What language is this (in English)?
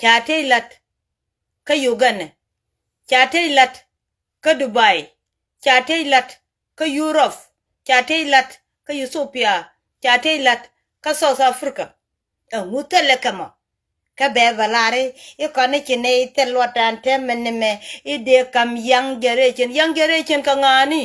Nuer